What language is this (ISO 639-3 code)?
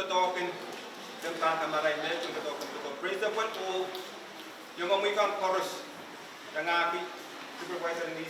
pon